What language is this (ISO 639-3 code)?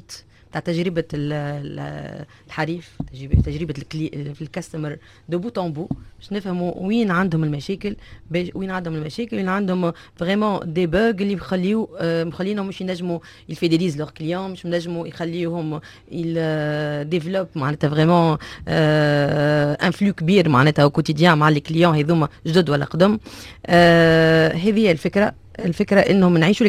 aeb